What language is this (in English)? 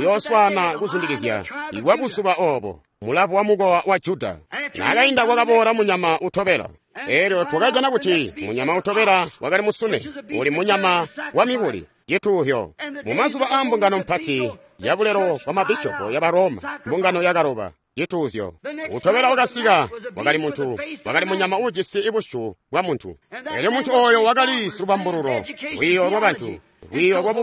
Tonga (Zambia)